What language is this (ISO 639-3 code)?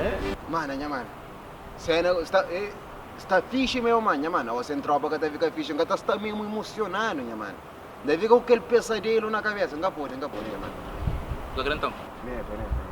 kea